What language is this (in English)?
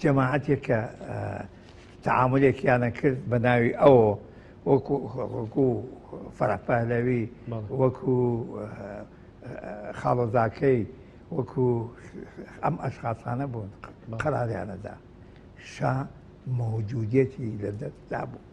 Central Kurdish